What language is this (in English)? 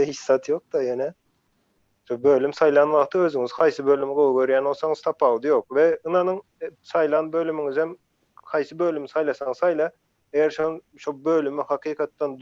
Turkmen